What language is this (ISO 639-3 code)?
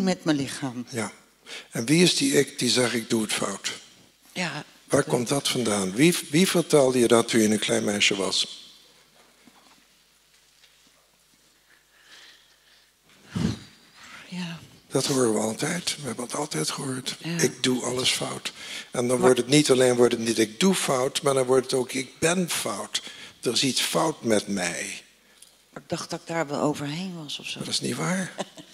nld